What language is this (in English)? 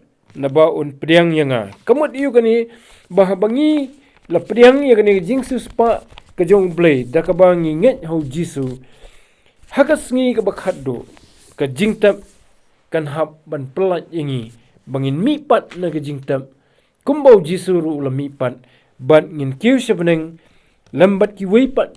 Khasi